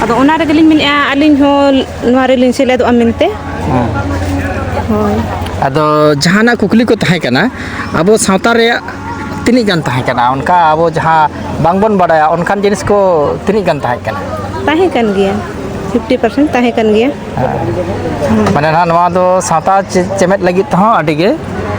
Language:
Santali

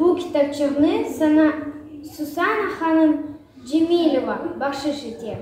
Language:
Crimean Tatar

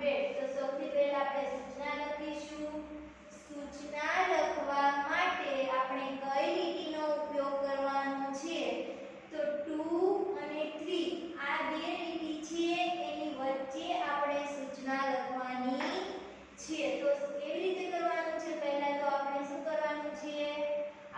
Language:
Gujarati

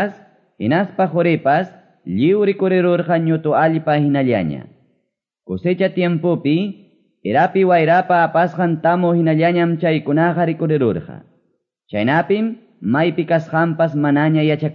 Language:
Quechua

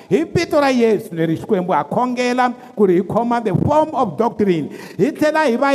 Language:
Tsonga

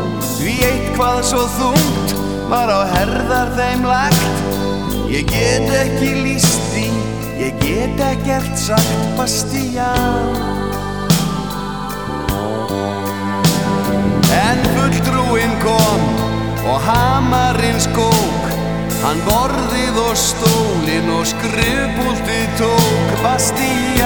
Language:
Icelandic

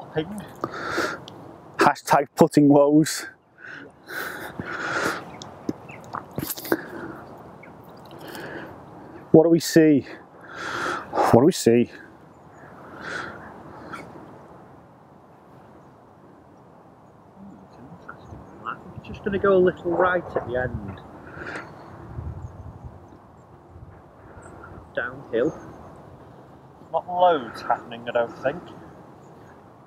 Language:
English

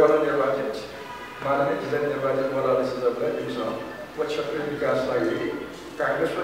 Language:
Newari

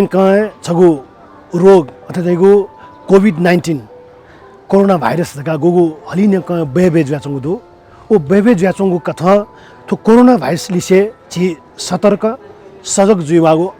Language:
Newari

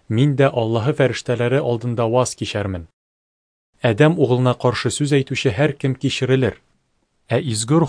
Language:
Tatar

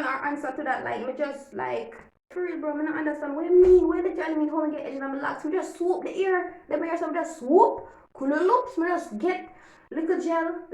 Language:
Jamaican Creole English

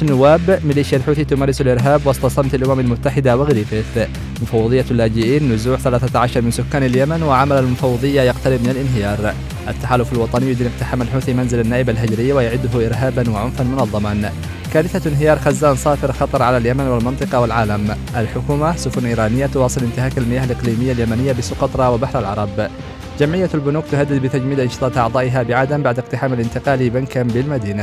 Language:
Arabic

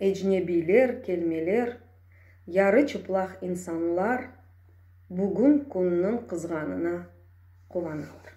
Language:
Crimean Tatar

